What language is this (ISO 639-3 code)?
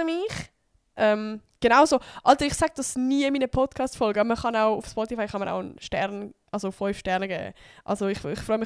gsw